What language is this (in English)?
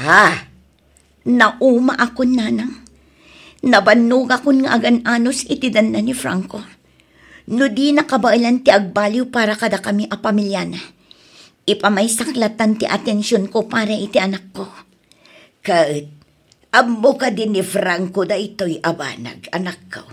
Iloko